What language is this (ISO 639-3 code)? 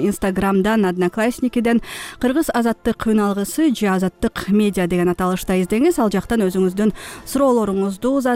kir